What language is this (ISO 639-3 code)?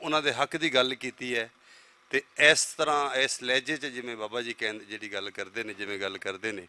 lah